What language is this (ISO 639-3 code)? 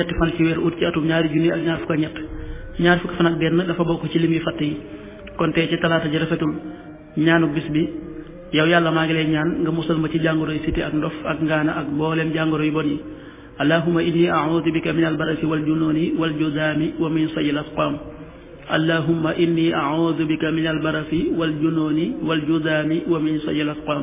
wol